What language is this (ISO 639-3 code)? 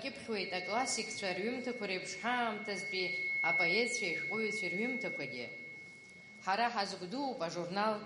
abk